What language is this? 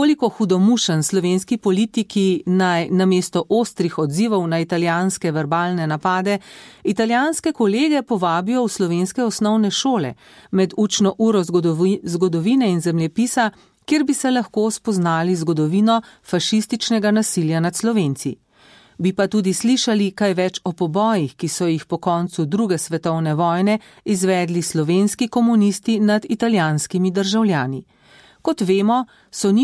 Slovenian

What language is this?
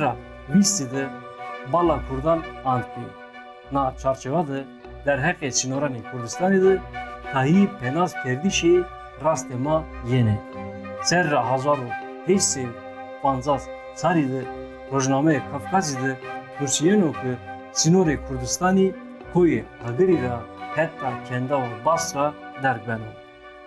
Zaza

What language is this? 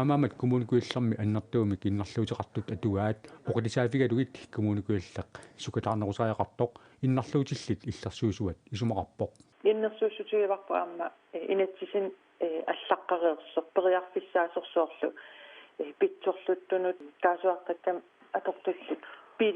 Kalaallisut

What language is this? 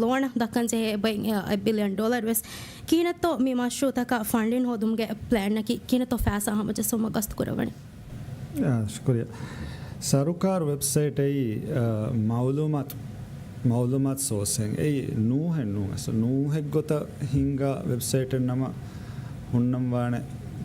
Divehi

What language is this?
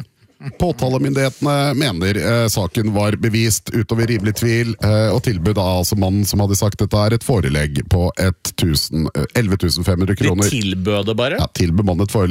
Norwegian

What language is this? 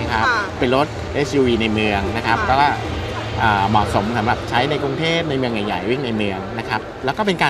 Thai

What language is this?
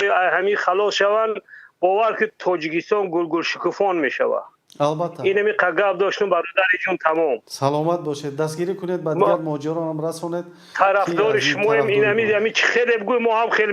Tajik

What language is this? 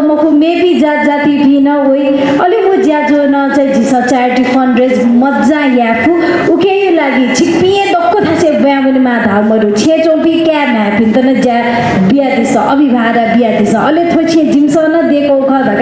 Newari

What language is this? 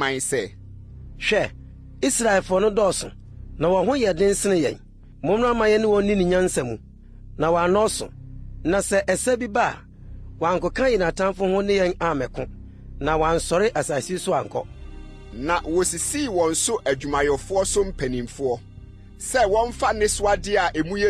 Akan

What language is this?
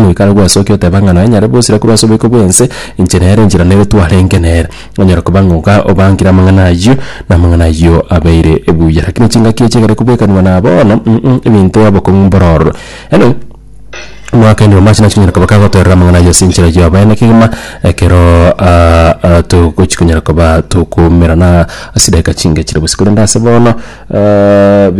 Gusii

